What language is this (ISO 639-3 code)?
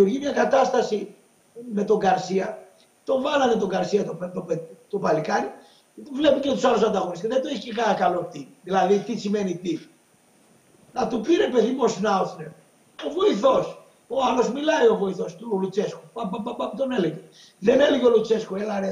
ell